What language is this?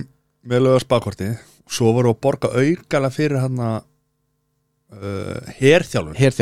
Icelandic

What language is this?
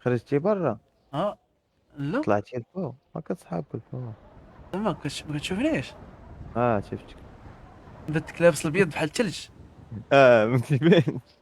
Moroccan Arabic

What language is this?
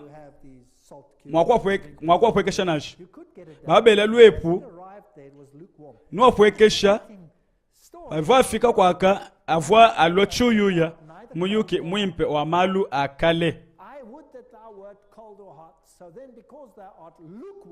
Luba-Lulua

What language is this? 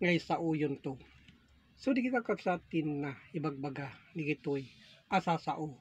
Iloko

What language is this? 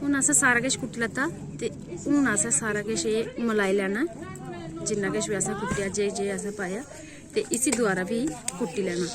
Dogri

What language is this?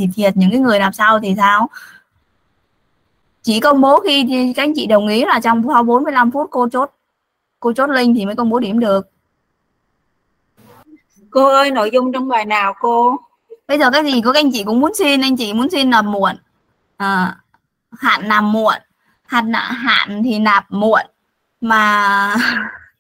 Vietnamese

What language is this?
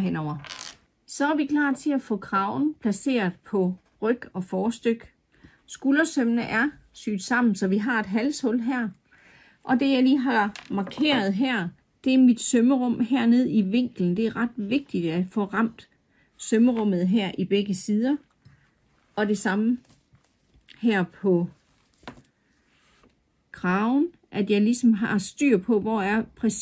Danish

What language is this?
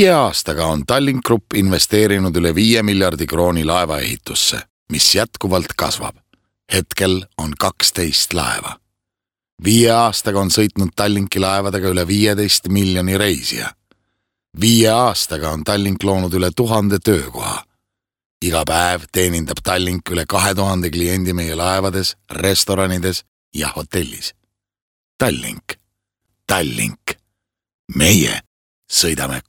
Estonian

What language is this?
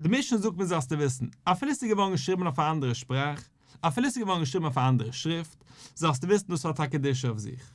Yiddish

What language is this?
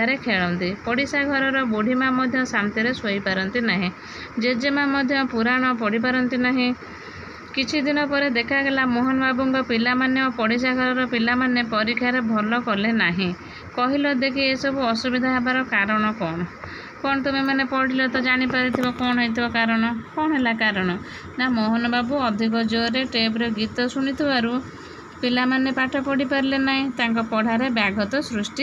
Odia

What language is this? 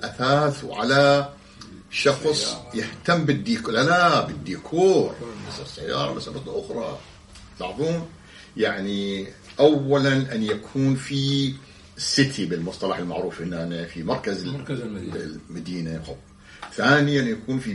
Arabic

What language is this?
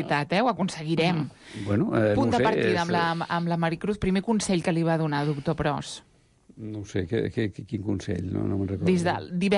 Catalan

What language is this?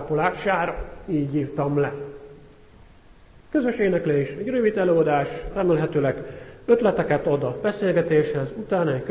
Hungarian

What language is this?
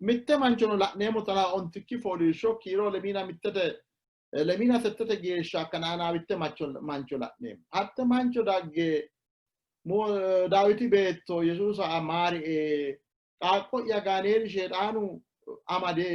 Sidamo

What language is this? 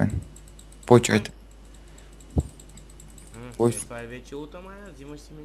Bulgarian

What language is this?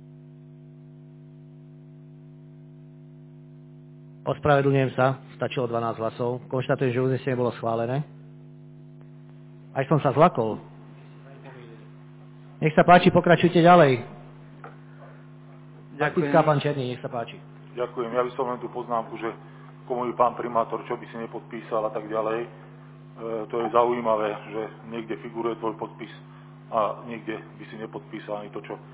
Slovak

